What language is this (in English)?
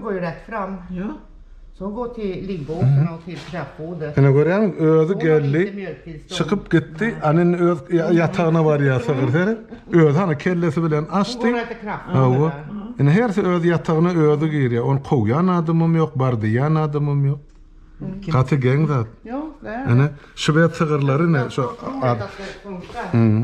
Turkmen